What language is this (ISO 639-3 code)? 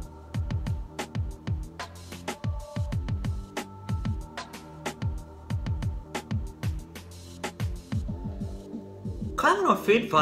deu